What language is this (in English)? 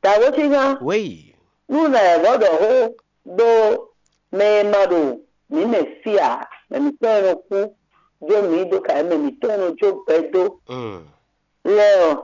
Fon